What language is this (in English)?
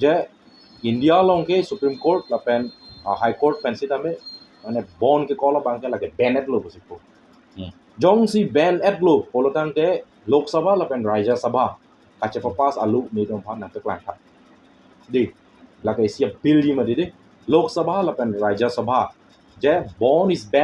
Karbi